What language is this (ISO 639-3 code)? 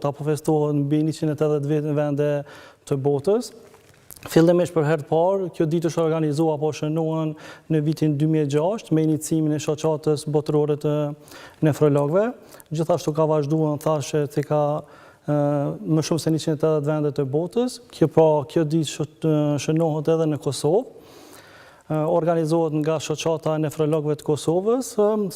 sqi